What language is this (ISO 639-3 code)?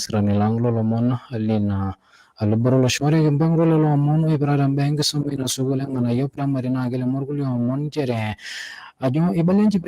mas